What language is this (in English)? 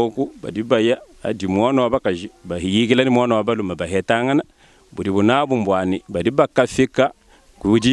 Luba-Lulua